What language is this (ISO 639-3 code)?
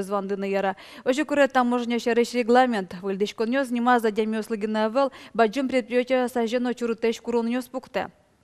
udm